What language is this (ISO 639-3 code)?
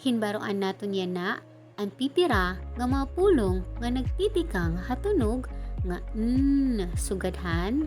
war